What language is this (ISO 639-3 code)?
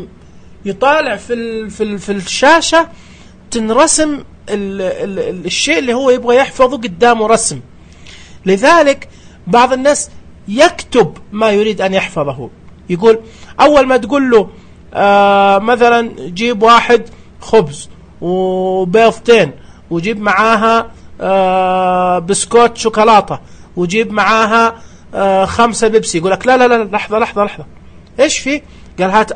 ars